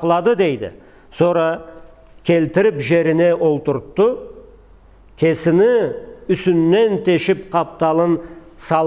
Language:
Karachay-Balkar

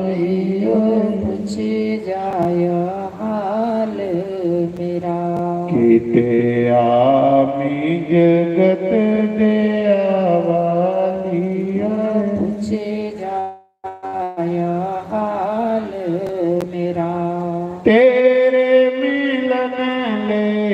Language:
Dogri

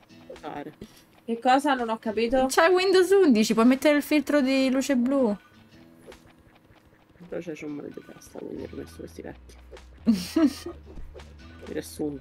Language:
Italian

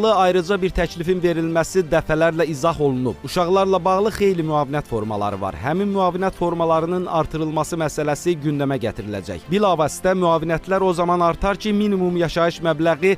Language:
Azerbaijani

